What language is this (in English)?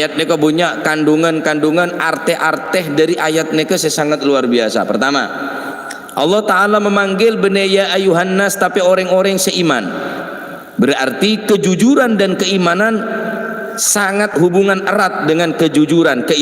Madurese